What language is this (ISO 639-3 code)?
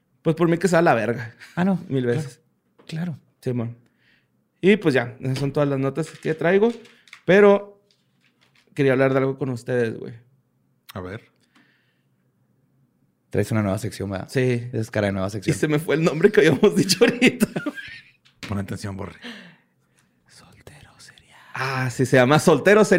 spa